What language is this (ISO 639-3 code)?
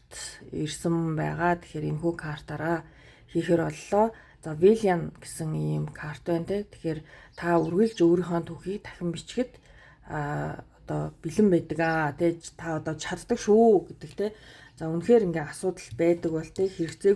mon